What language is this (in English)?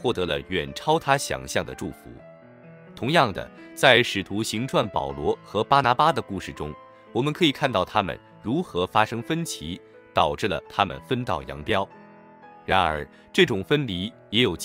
Chinese